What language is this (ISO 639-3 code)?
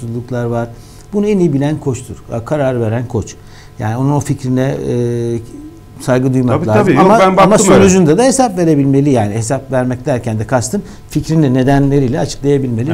tur